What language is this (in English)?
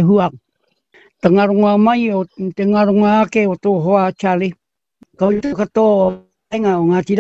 Māori